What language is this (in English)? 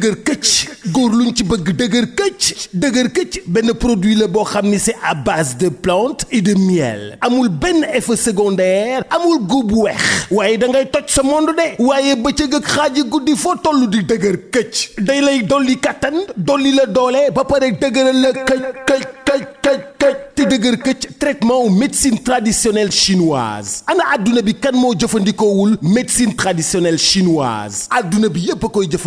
Wolof